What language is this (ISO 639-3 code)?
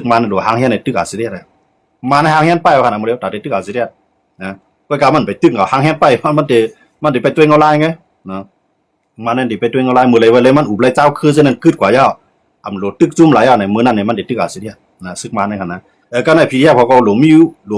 shn